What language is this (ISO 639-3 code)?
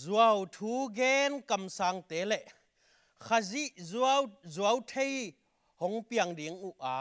ctd